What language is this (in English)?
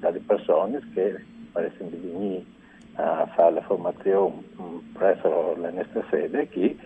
Friulian